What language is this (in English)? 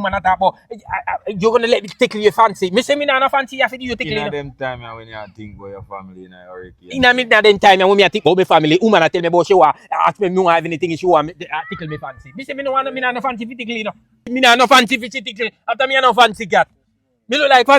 Jamaican Creole English